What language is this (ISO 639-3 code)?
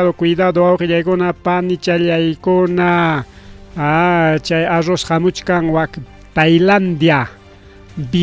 quy